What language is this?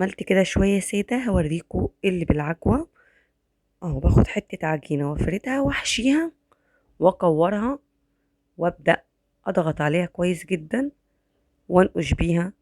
Egyptian Arabic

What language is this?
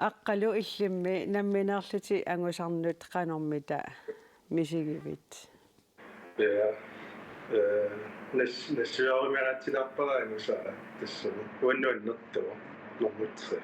Kalaallisut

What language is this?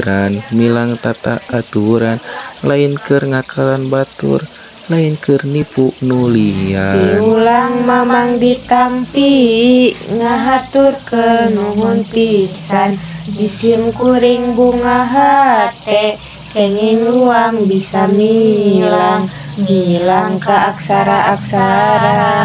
Sundanese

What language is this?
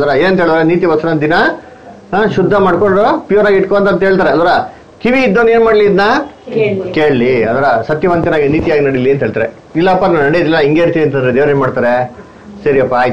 Kannada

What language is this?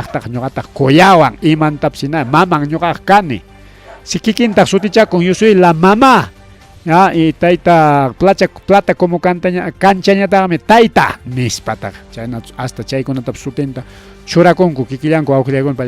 Ayacucho Quechua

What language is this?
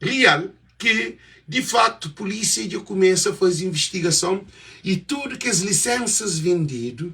Kabuverdianu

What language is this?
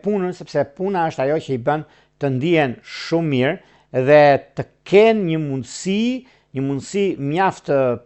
Albanian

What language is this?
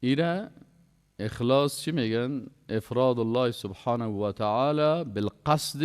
Persian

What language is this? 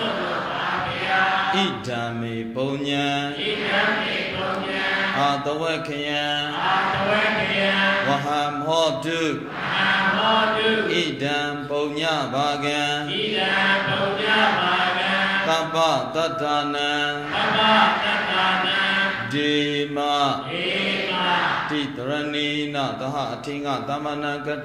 Burmese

